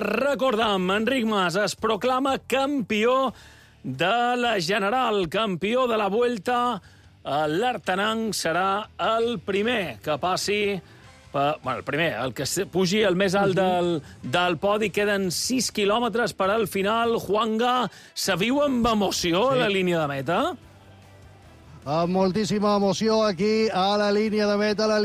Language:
Catalan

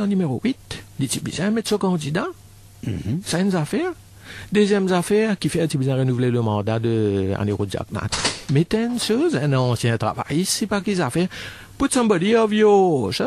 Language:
Morisyen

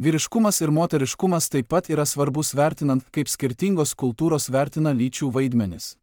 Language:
Lithuanian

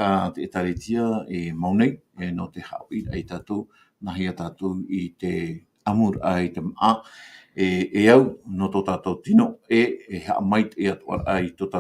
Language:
Tahitian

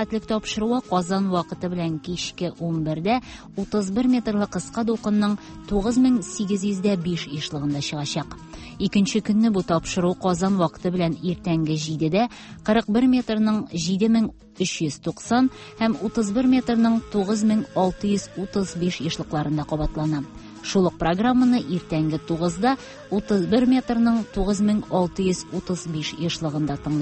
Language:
Tatar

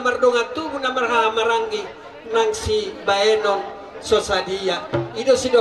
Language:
Batak Toba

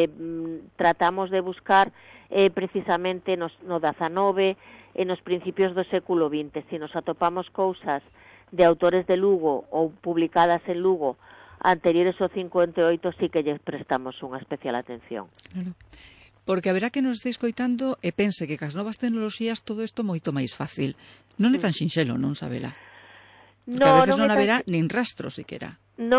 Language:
Galician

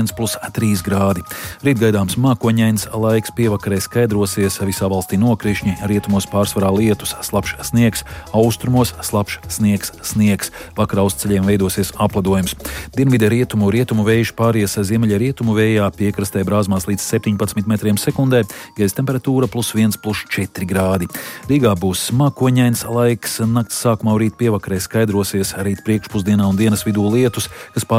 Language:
Latvian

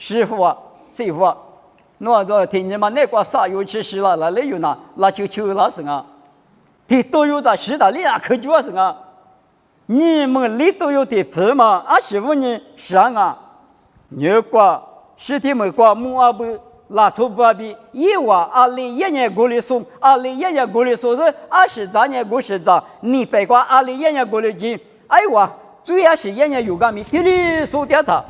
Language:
Lisu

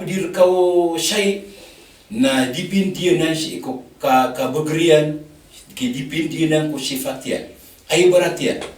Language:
Maranao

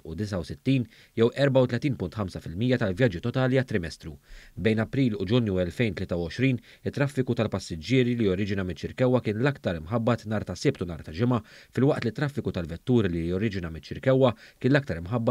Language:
Maltese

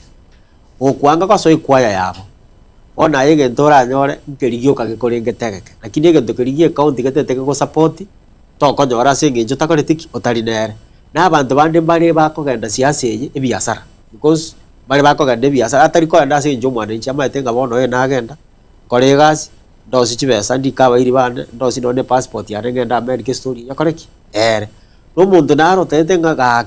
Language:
Gusii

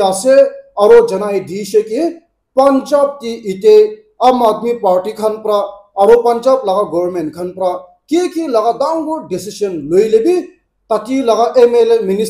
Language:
Naga Pidgin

